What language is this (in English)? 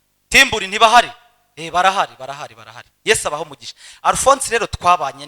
Kinyarwanda